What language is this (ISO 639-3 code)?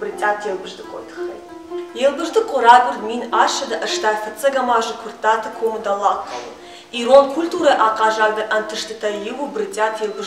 oss